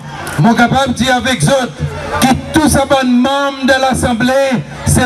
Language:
Seselwa Creole French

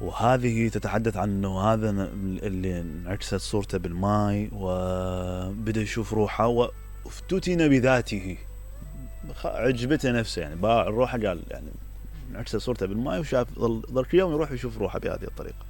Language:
Mesopotamian Arabic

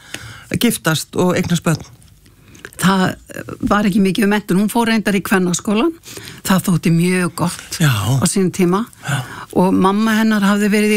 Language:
Icelandic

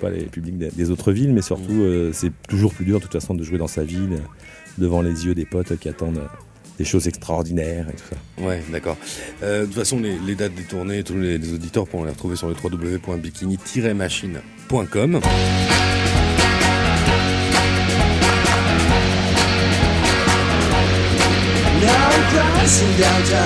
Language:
French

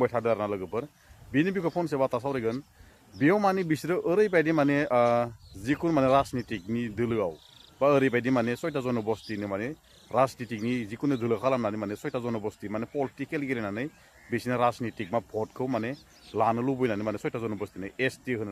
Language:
Bodo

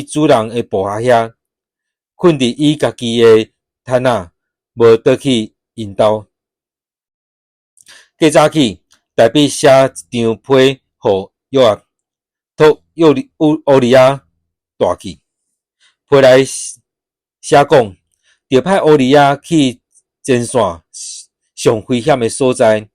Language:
Min Nan Chinese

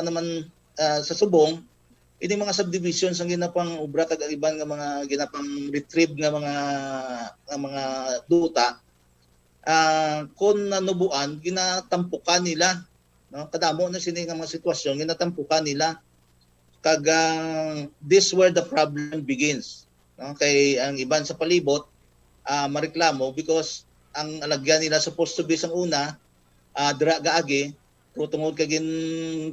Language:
Hiligaynon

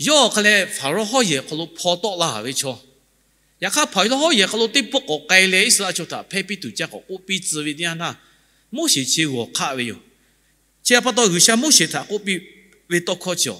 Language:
Lahu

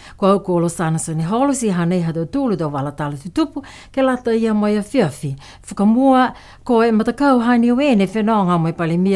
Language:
Niuean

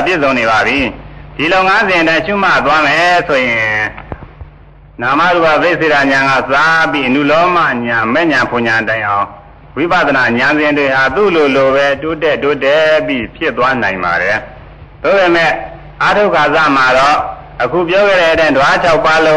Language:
Burmese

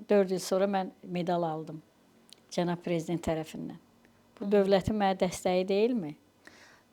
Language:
Azerbaijani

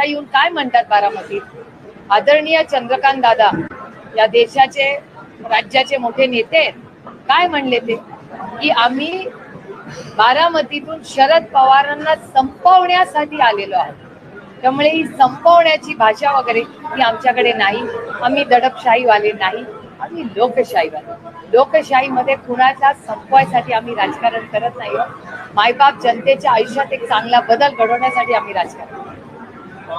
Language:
Marathi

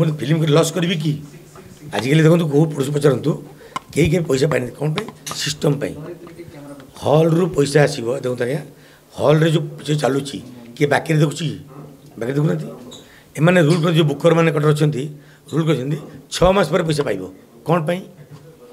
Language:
Odia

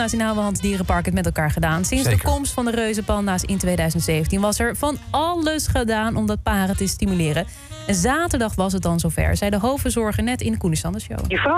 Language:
Dutch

